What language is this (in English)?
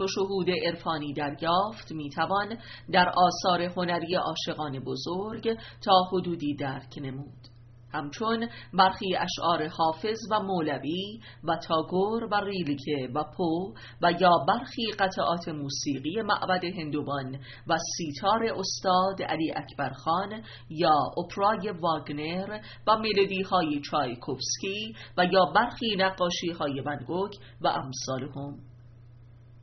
Persian